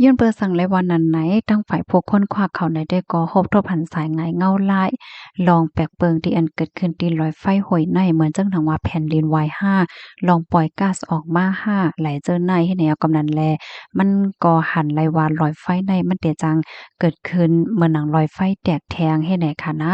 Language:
Shan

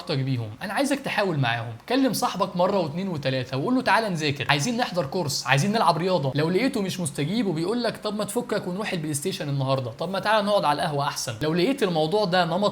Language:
Egyptian Arabic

